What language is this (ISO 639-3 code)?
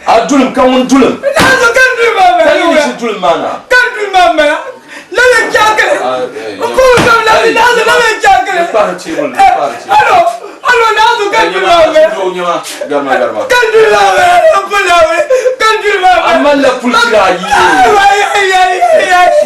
dag